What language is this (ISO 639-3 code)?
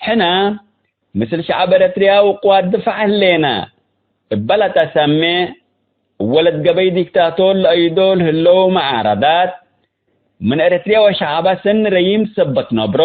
tig